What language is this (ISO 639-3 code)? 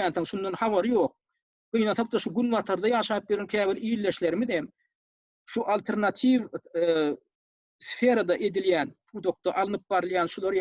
tuk